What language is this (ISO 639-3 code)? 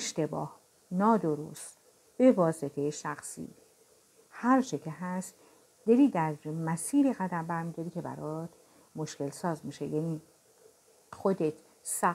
fas